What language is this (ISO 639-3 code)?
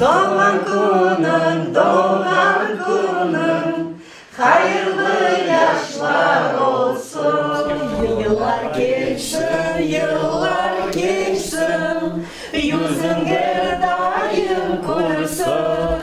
crh